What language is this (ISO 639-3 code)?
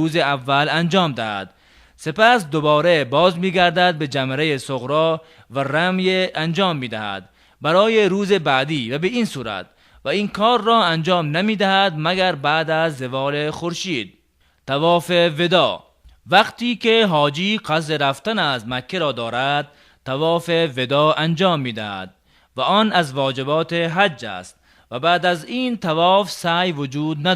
tgk